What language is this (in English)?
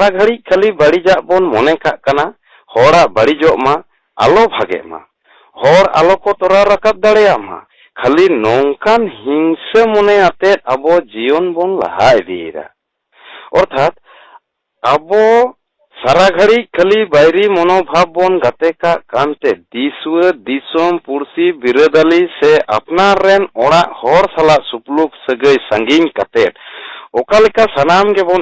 Santali